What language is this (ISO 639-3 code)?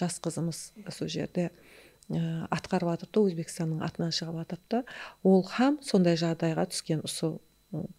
kaa